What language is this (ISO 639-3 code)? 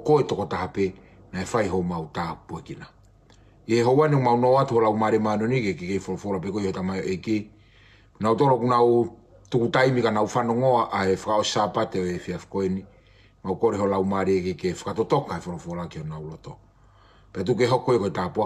ton